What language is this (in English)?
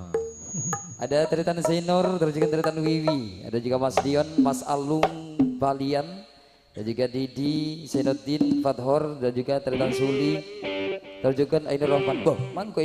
Madurese